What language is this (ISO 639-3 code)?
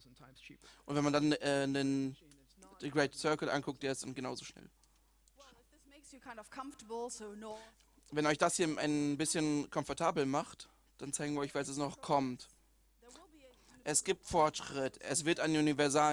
deu